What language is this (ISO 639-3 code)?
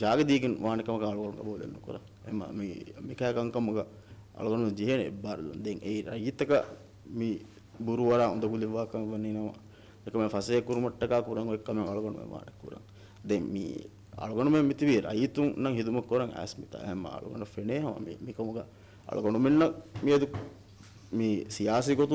div